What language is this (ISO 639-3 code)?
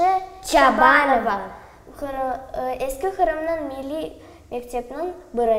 crh